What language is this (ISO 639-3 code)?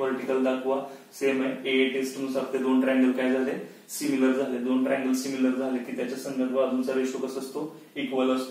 mar